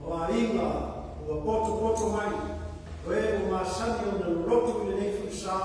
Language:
Samoan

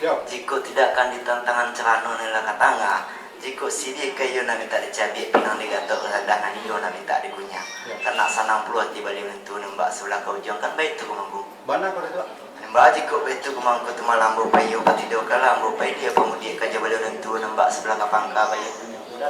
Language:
Minangkabau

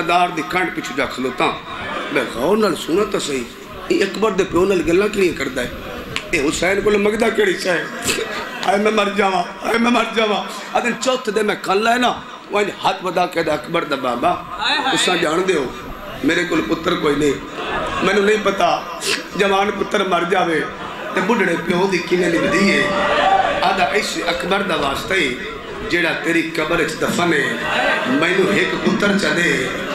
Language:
Saraiki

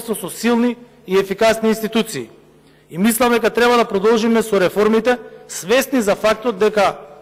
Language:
Macedonian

